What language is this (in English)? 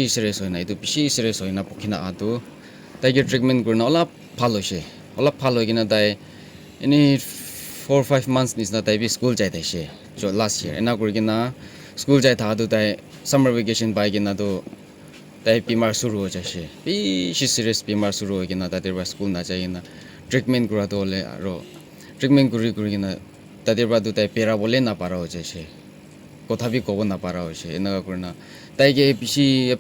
Naga Pidgin